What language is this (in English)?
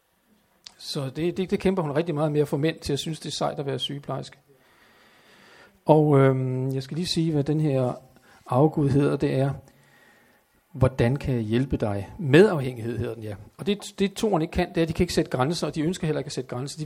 Danish